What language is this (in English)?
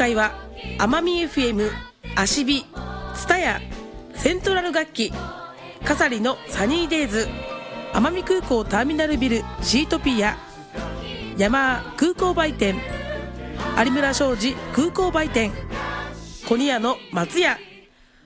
Japanese